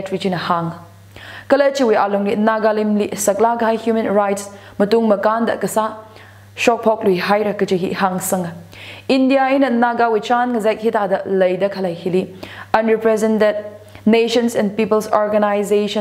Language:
Tangkhul Naga (India)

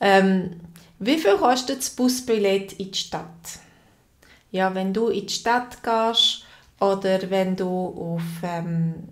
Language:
Swiss German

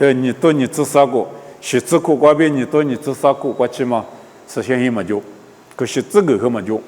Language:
Lisu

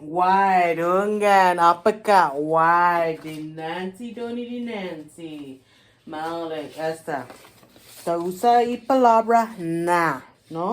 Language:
Chamorro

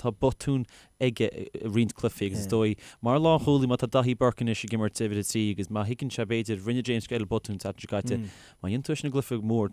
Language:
Irish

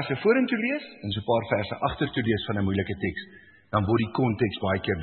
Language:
Afrikaans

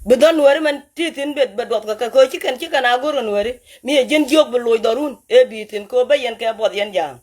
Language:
Nuer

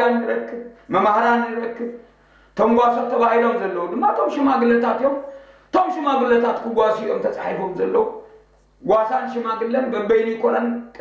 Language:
Tigrinya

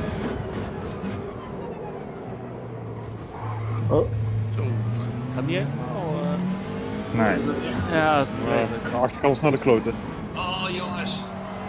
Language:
Dutch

